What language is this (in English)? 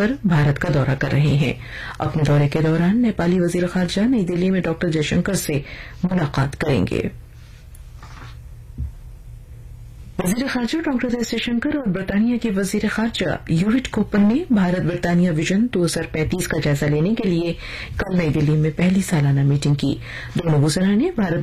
Urdu